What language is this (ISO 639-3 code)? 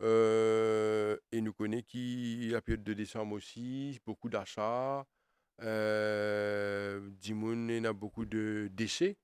mfe